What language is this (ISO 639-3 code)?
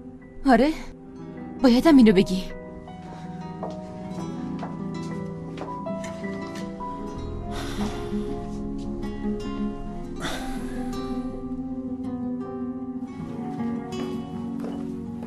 fas